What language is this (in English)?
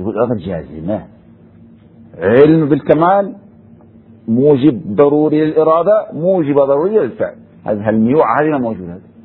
Arabic